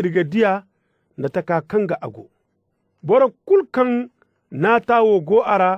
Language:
Zarma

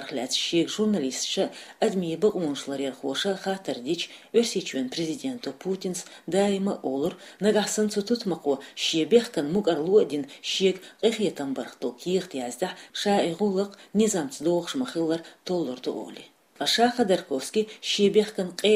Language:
Chechen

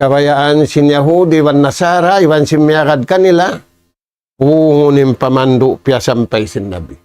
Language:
Tausug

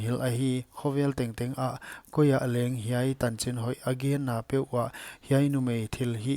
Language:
Paite Chin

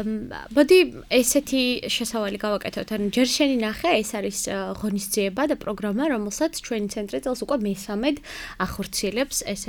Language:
Georgian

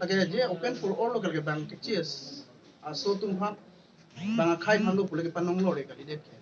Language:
Karbi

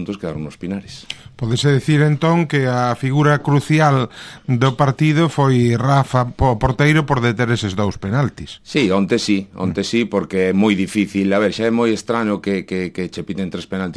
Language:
Galician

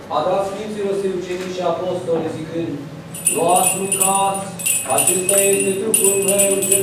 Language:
Romanian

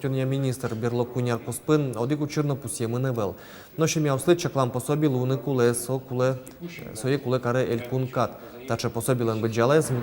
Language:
Udmurt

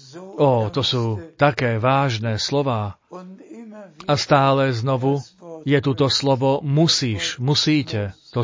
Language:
Slovak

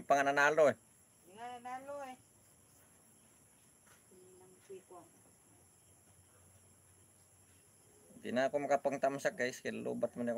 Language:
Filipino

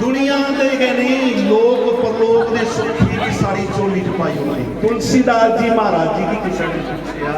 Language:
Dogri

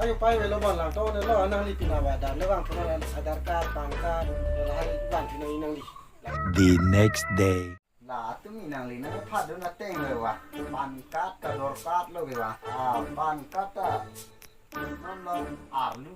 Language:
Karbi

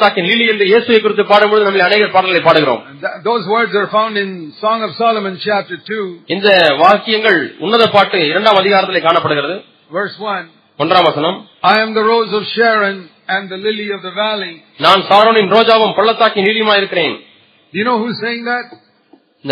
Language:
Tamil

